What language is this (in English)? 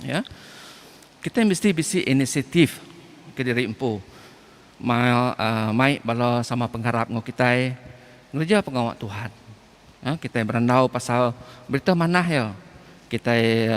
Iban